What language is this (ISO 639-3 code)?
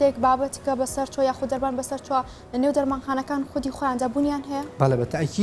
ckb